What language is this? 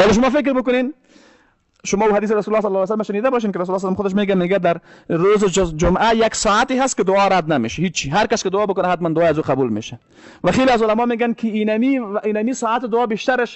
Persian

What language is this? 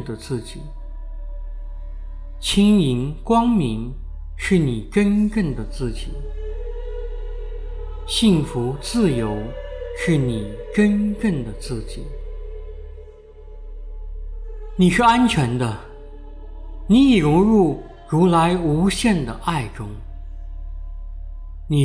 Chinese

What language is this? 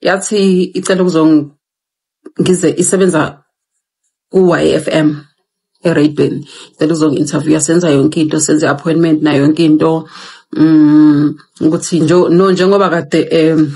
Zulu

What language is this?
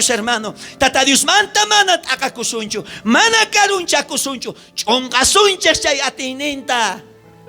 South Bolivian Quechua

